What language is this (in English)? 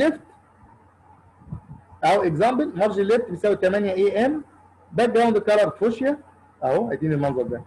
Egyptian Arabic